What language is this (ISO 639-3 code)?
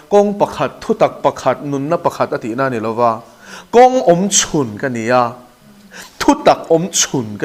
lus